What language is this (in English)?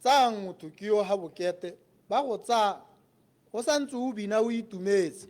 Tswana